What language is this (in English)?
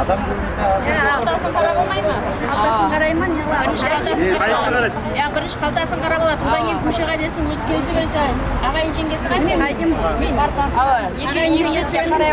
Kara-Kalpak